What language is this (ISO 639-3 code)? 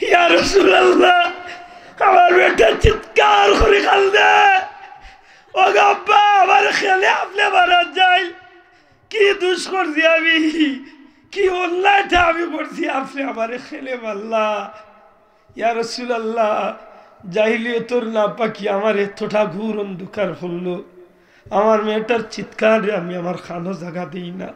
syl